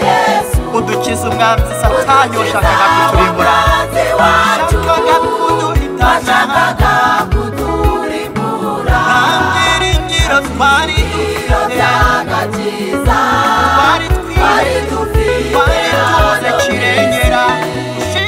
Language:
Kinyarwanda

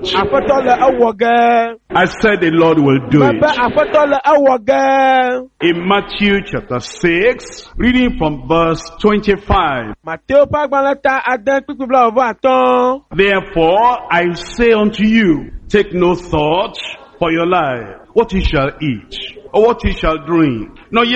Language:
Ewe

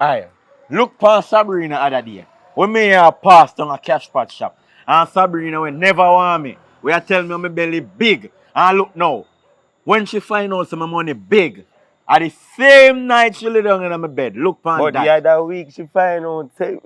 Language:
Jamaican Creole English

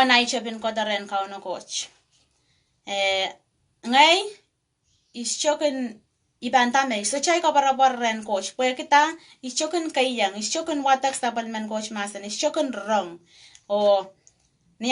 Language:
Pohnpeian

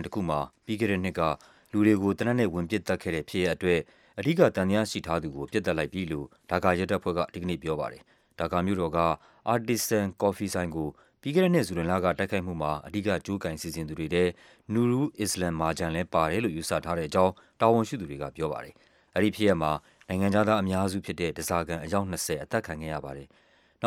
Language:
Burmese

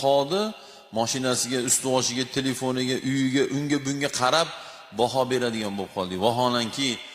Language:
Uzbek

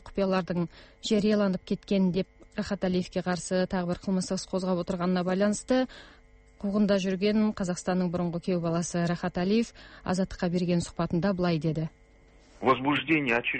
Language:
Kazakh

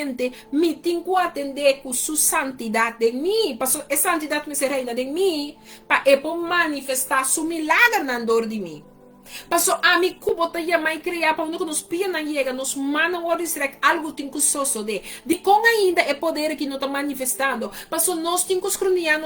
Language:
Papiamento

